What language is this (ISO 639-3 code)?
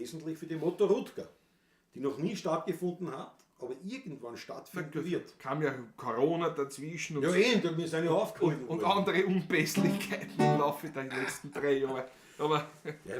bar